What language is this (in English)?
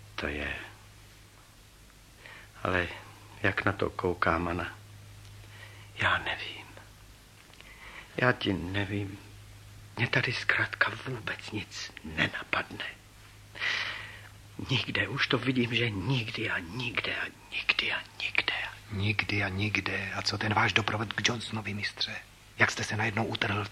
Czech